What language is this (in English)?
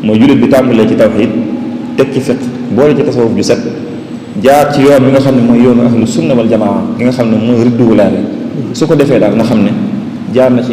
Wolof